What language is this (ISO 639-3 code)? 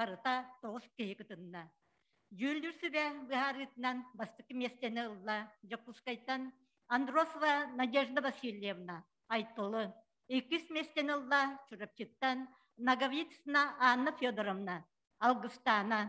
sah